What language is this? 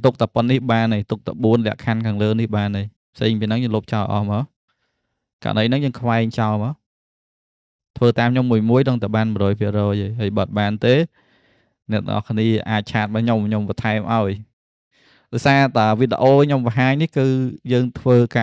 Khmer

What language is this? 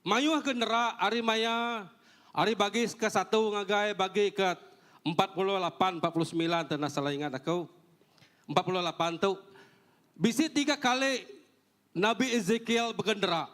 Iban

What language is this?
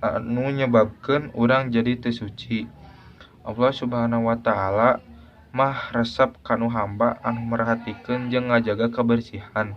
Sundanese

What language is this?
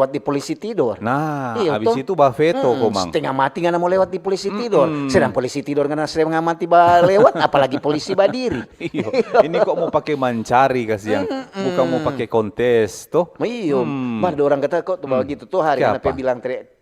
Manado Malay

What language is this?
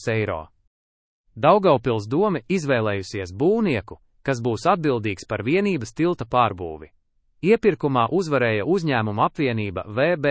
Latvian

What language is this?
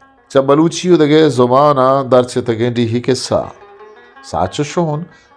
Eastern Balochi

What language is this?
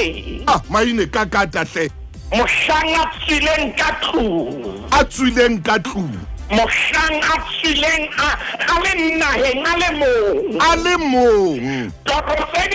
Southern Sotho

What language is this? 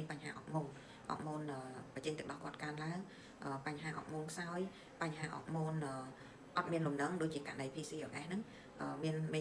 Khmer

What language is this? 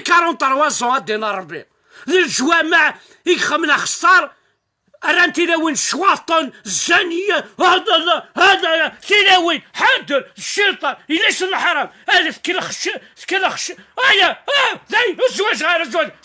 Kabyle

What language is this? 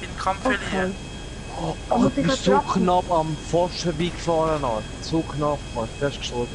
Swiss German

